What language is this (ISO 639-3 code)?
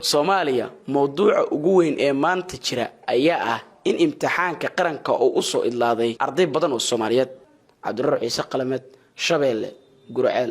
som